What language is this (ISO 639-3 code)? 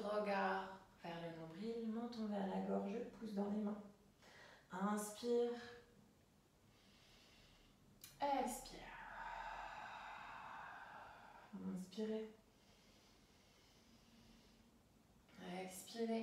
fra